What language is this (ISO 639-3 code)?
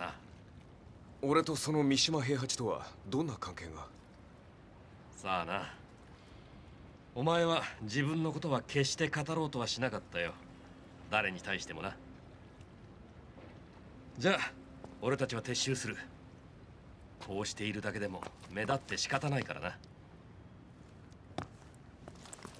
jpn